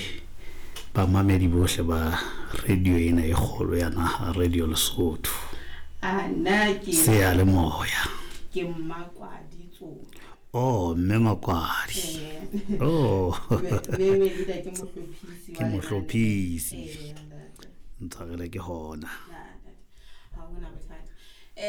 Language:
Southern Sotho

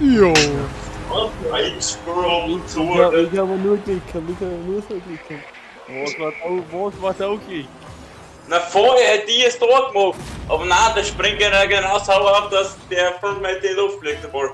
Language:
Bavarian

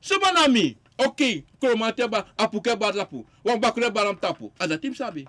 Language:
Sranan Tongo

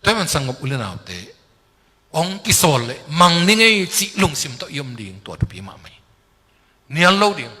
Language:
Tedim Chin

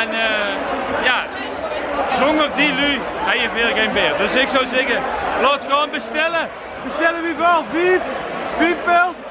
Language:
Limburgish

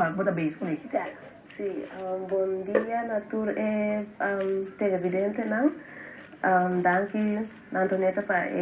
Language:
Papiamento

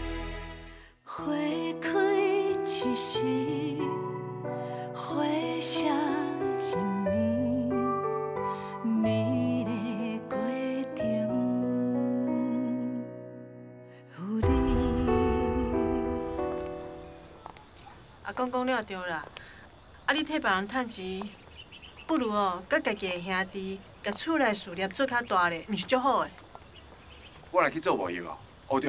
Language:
Min Nan Chinese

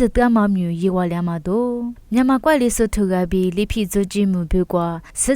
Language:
Lisu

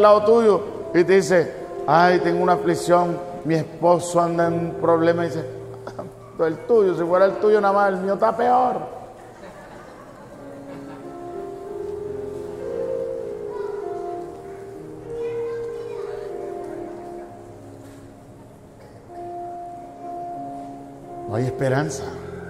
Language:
Spanish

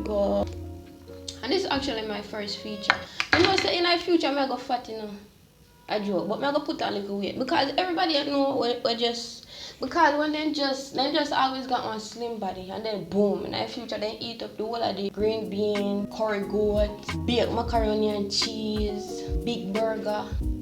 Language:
Jamaican Creole English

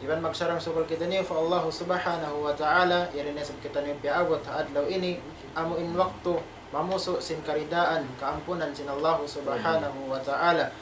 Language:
Tausug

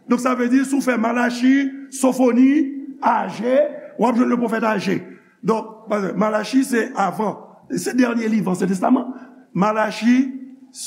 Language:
Haitian Creole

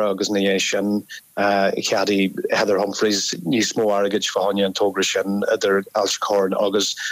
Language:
Irish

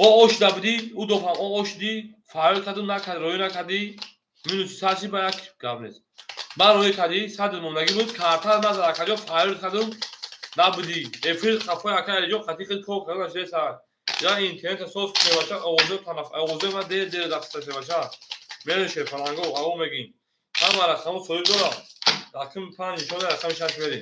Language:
Tajik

